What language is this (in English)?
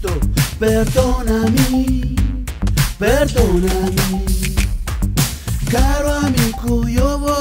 Italian